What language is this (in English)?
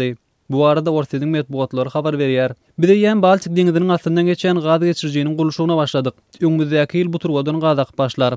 Turkmen